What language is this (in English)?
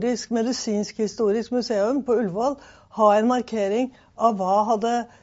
Norwegian